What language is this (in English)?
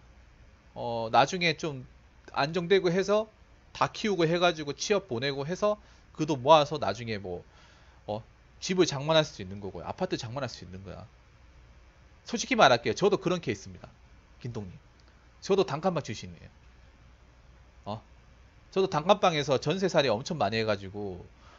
Korean